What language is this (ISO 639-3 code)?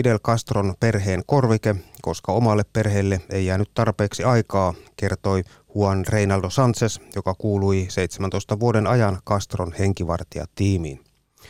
fin